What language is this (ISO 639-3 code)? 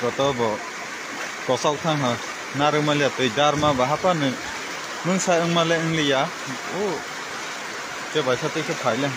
trp